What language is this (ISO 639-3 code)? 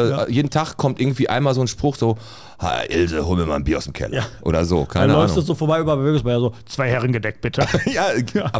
deu